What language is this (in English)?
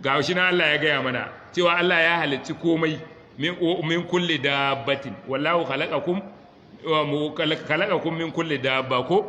Hausa